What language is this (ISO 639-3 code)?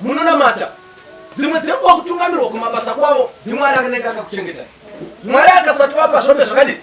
sna